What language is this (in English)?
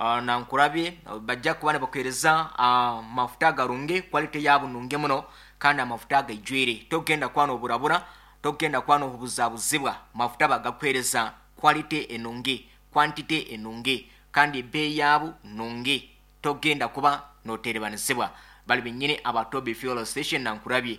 Nyankole